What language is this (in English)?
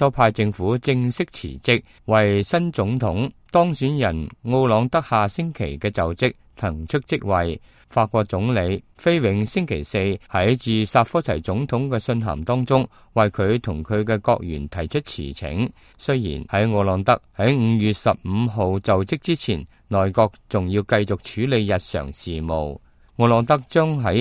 Cantonese